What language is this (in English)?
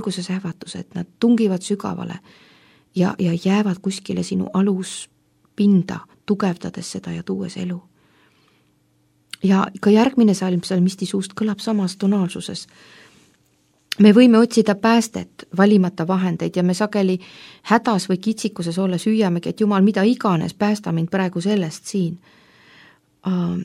Estonian